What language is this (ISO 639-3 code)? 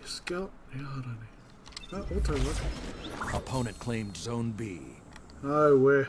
mri